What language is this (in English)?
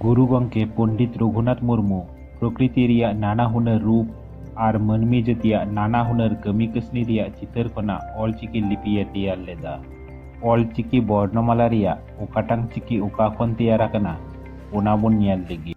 Santali